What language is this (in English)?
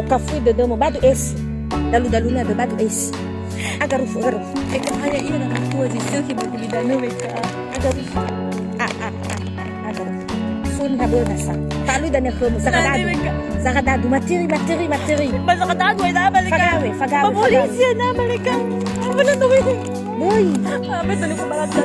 Nias